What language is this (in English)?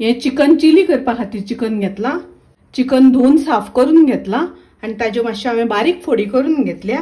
Konkani